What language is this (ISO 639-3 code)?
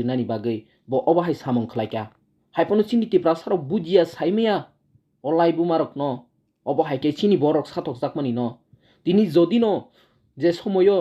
trp